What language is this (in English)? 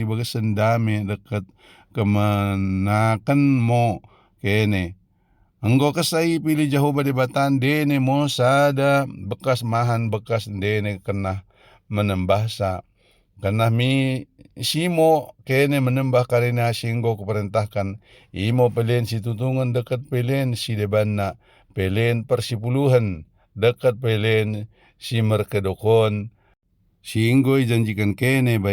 Batak Dairi